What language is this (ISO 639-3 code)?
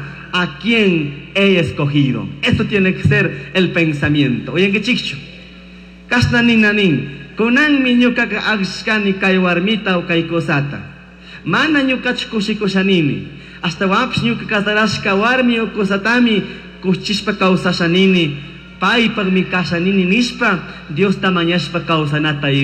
qug